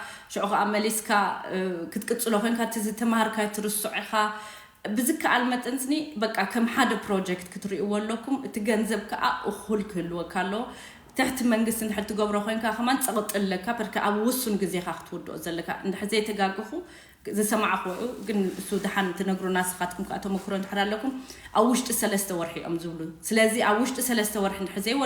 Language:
Tigrinya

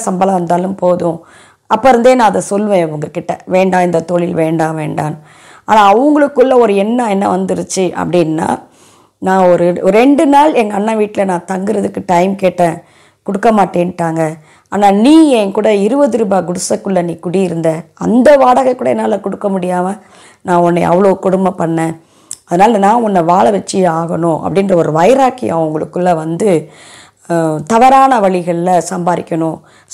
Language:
Tamil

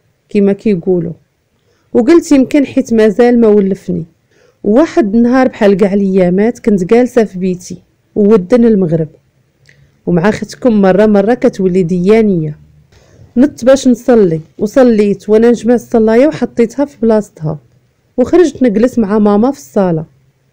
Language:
Moroccan Arabic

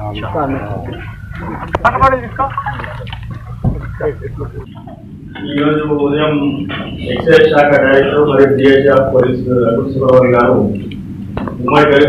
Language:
Telugu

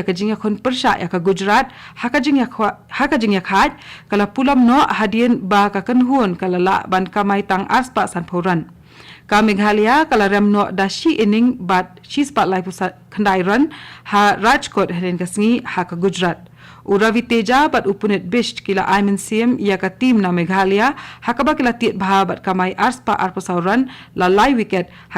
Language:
Khasi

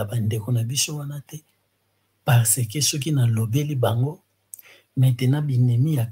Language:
Lingala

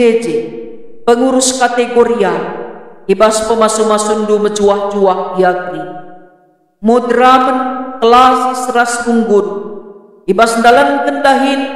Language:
Batak Karo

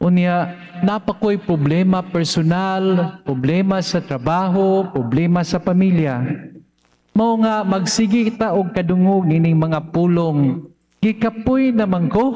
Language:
Cebuano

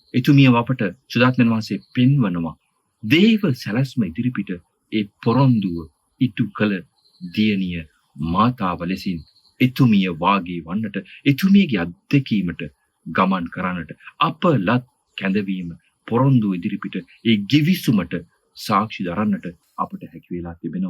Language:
Sinhala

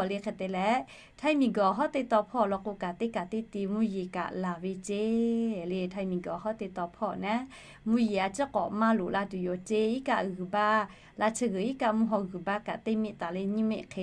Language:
Lahu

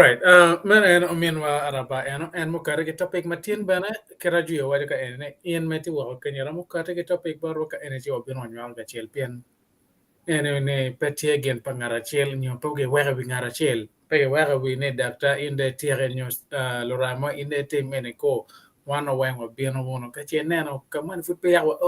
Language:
Acoli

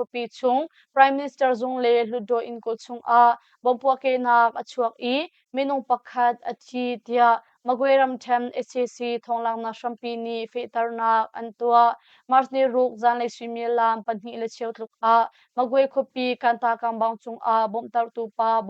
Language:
Hakha Chin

